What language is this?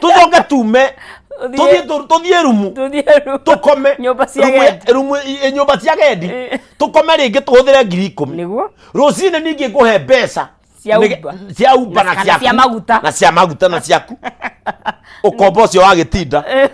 Kikuyu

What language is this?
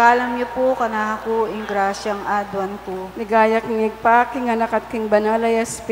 Pampanga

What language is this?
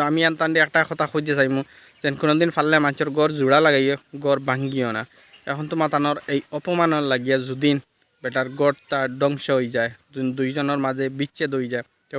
Sylheti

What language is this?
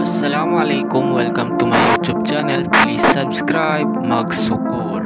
Tausug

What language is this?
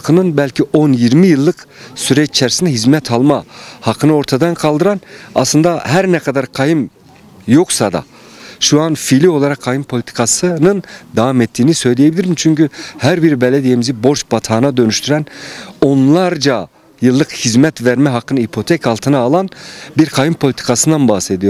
Turkish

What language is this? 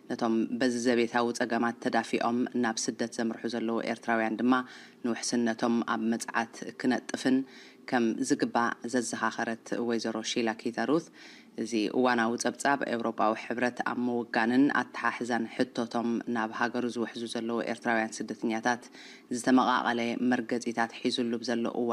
Tigrinya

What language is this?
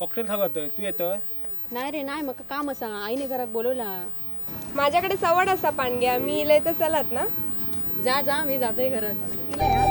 Konkani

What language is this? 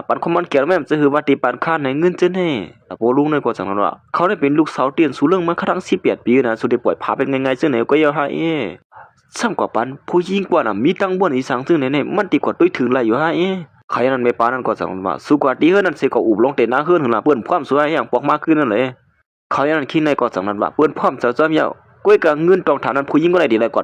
Shan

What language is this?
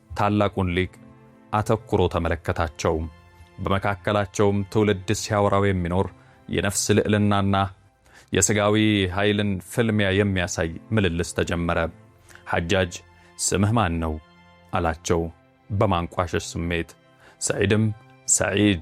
Amharic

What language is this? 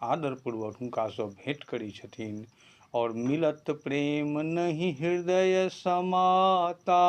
Maithili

